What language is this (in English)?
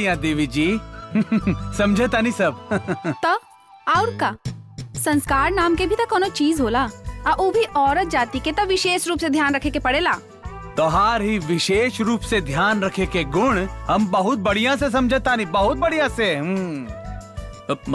Bhojpuri